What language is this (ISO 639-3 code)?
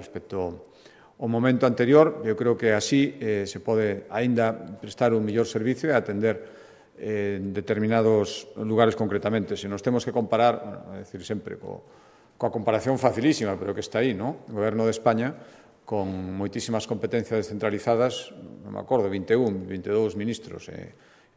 glg